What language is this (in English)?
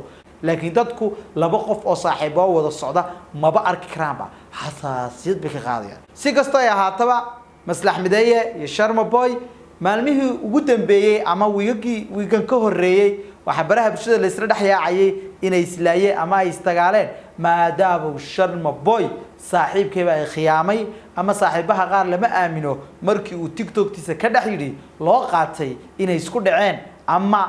Somali